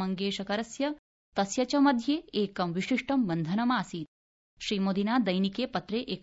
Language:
Sanskrit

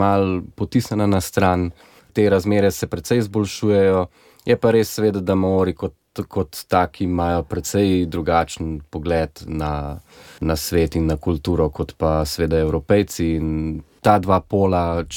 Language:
Slovenian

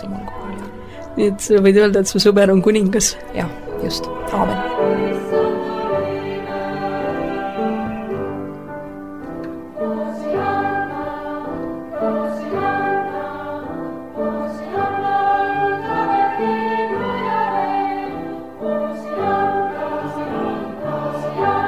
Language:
Estonian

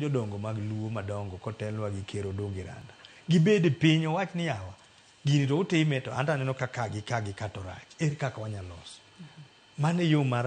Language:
Luo (Kenya and Tanzania)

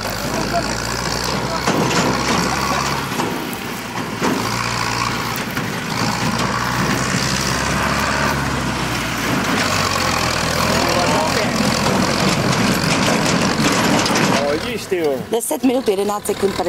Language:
Czech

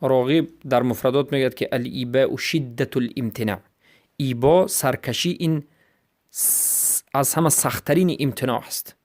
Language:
Persian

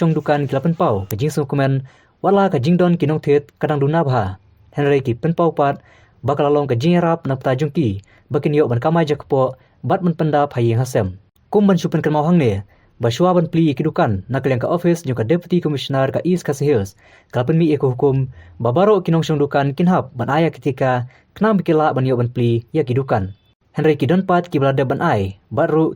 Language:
Khasi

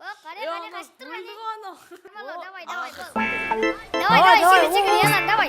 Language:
Kara-Kalpak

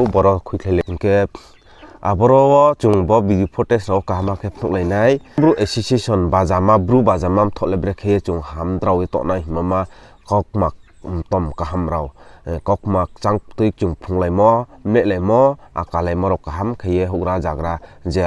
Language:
Riang (India)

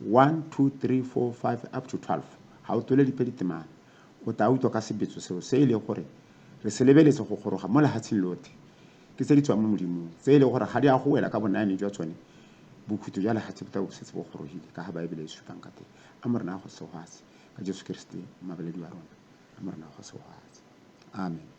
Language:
Tswana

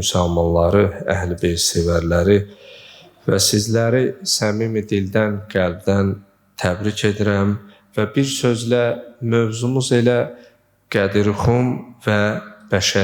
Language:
Azerbaijani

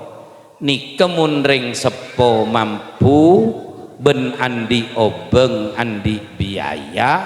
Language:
Madurese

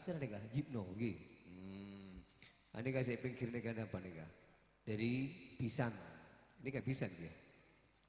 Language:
Madurese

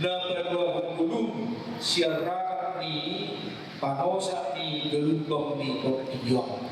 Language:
Batak Toba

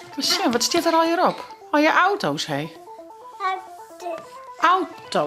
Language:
Western Frisian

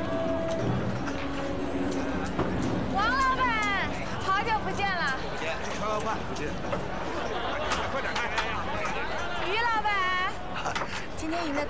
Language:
Chinese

